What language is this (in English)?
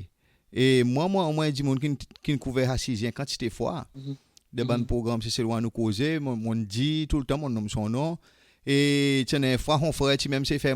Seselwa Creole French